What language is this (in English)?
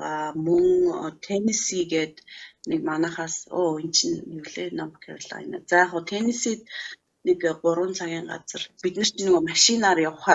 Mongolian